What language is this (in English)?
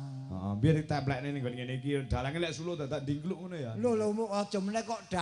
Javanese